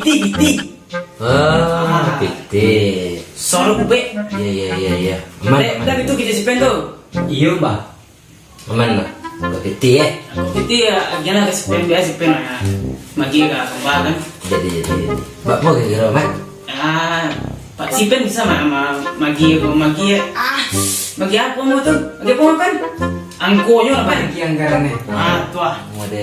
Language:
Minangkabau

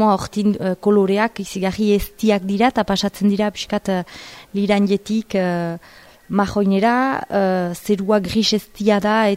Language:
Basque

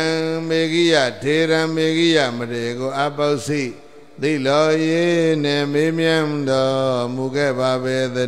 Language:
Burmese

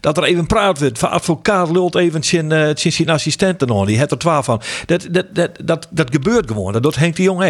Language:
Western Frisian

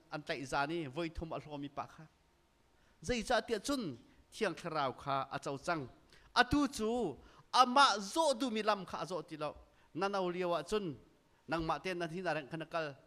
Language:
Hakha Chin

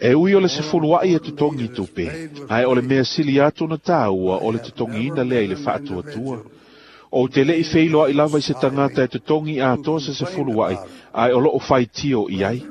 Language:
Samoan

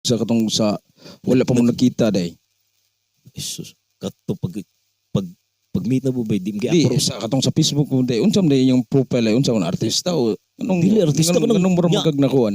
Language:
Cebuano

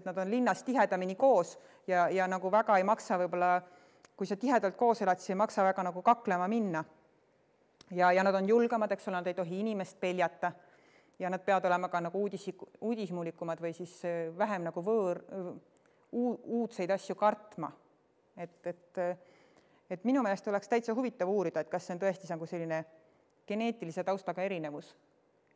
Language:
Estonian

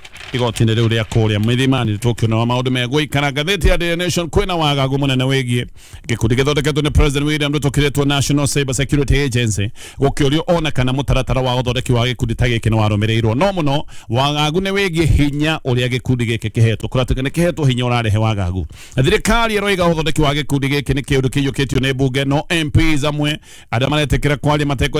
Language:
Kikuyu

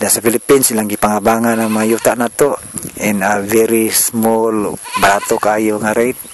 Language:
Cebuano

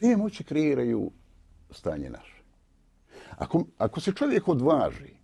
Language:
Bosnian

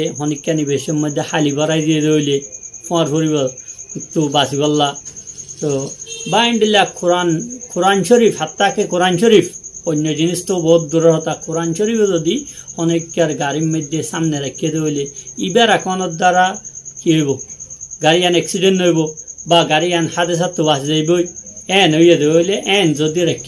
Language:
Rohingya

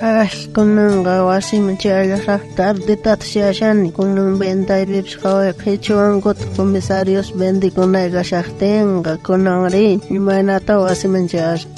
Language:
South Bolivian Quechua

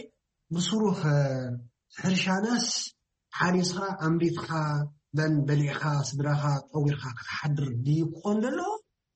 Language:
Tigrinya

